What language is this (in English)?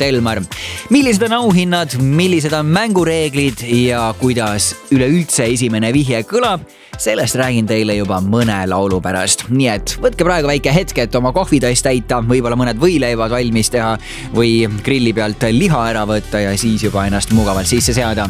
Estonian